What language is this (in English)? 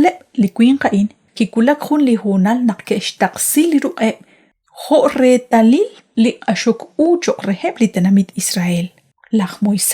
Kekchí